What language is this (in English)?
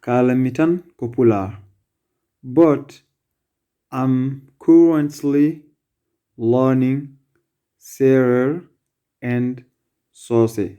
Fula